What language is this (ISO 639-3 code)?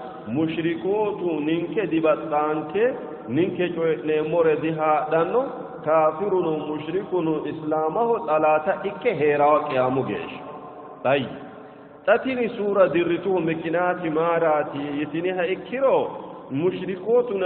sid